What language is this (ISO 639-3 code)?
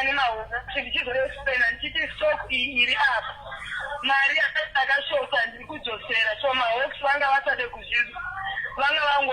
sna